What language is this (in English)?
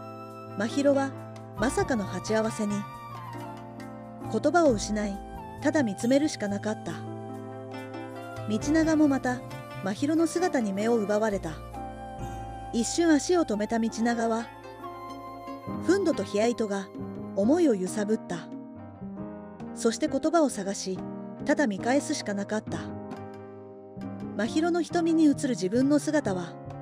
Japanese